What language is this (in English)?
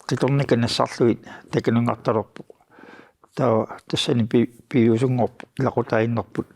Kalaallisut